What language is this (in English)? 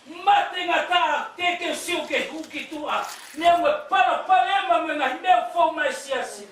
Tongan